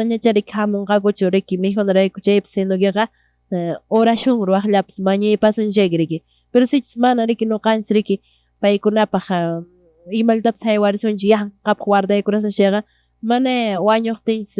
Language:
Quechua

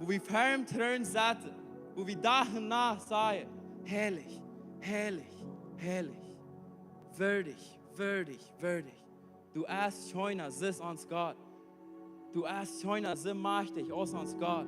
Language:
Plautdietsch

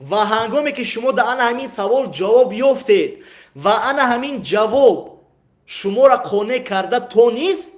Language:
Tajik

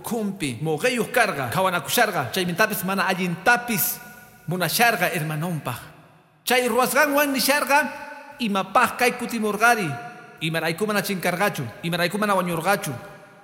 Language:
Quechua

